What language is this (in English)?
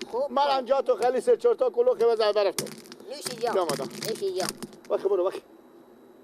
Persian